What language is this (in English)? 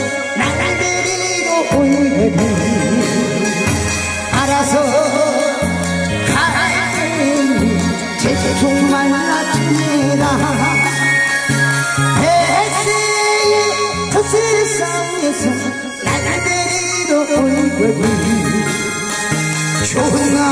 Korean